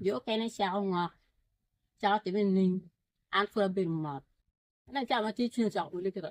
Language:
Acoli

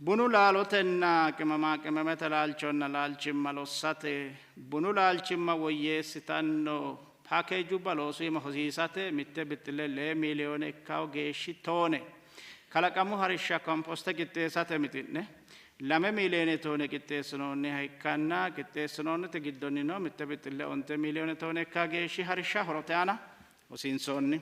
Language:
Sidamo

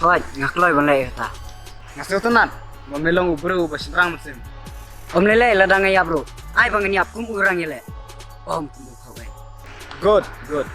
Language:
Khasi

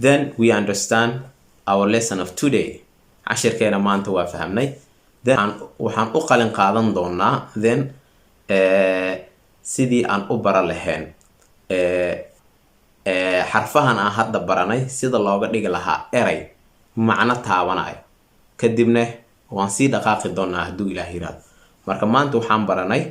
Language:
Somali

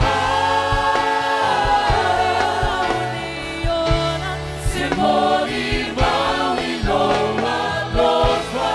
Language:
Samoan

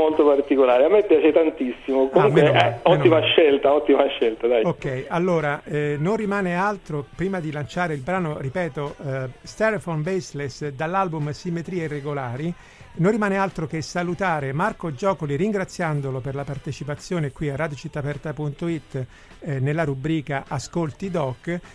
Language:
Italian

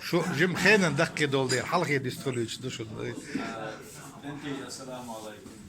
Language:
Chechen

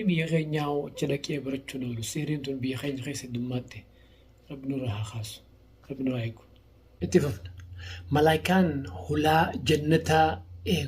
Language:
Oromo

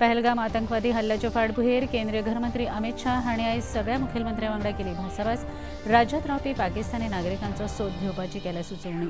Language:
Konkani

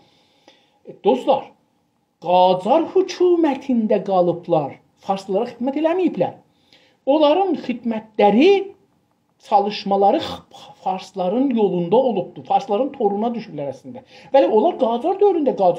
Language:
South Azerbaijani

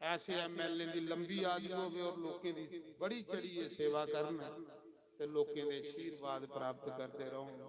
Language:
Dogri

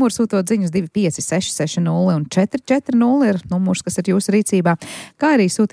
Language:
Latvian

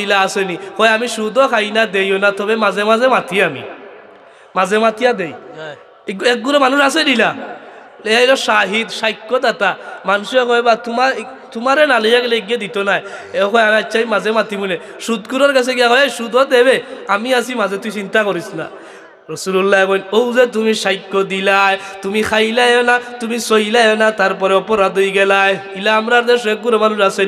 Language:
Sylheti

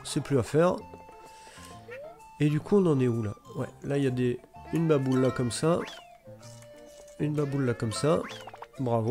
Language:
French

